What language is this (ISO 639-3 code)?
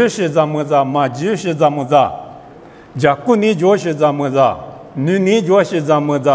lis